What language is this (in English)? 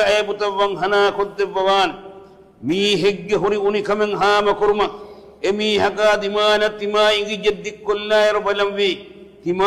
Divehi